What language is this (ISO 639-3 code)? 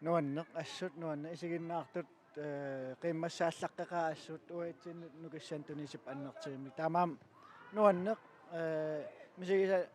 kal